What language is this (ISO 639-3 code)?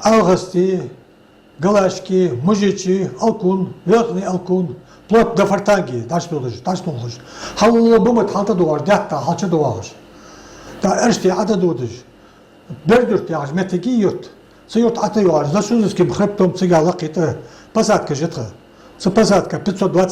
inh